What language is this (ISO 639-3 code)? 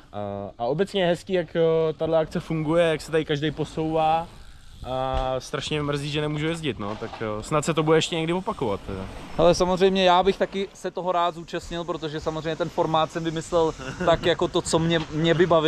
ces